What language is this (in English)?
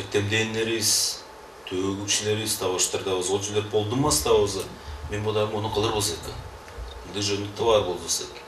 Tuvinian